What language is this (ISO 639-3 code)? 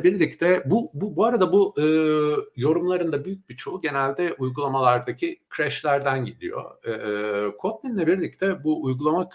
tur